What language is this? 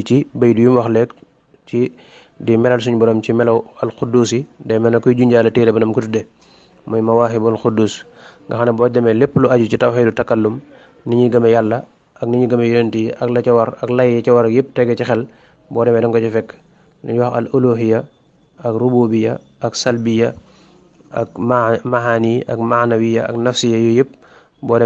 Wolof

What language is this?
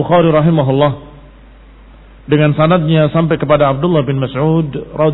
Indonesian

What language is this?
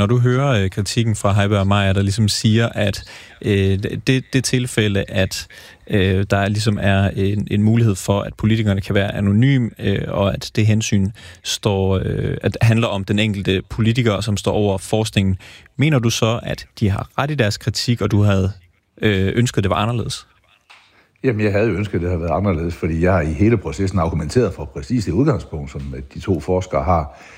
Danish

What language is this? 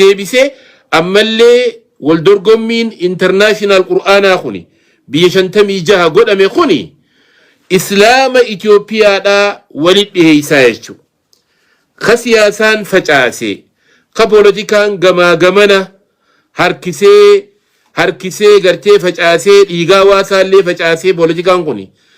Oromo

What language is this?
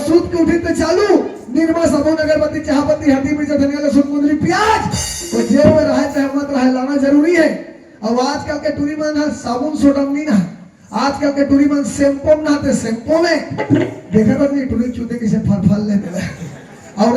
Chhattisgarhi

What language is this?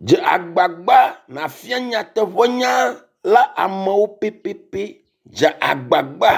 Ewe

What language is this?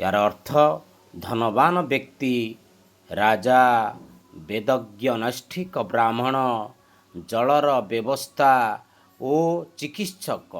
Odia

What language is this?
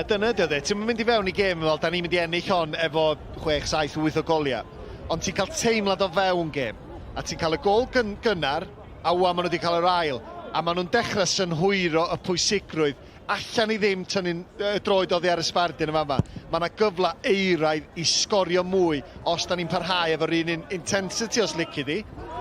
Welsh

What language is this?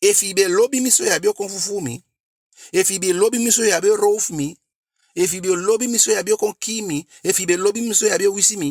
Eastern Maroon Creole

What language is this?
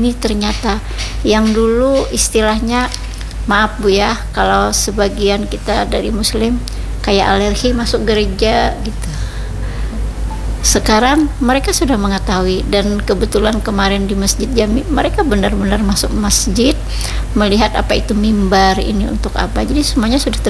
Indonesian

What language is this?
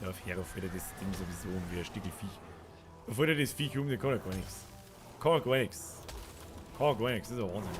Bavarian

